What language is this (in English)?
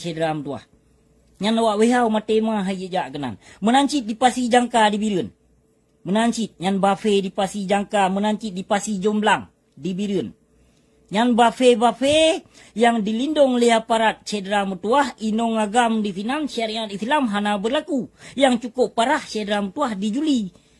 Achinese